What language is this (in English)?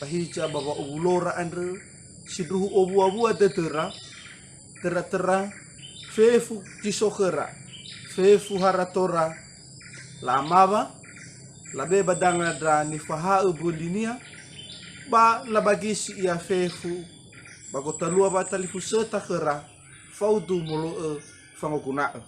Nias